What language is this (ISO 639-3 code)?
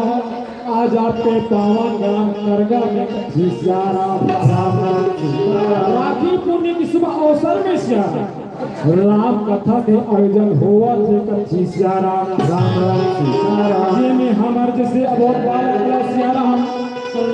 hne